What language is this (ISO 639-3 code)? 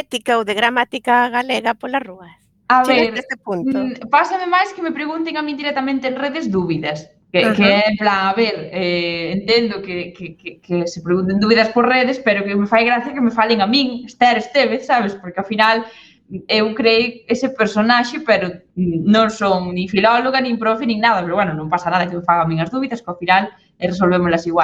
glg